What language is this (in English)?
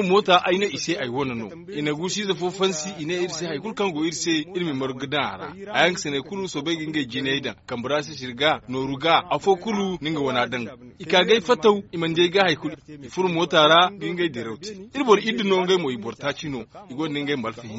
Zarma